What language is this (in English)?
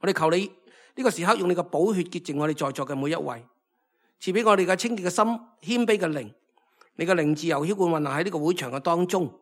Cantonese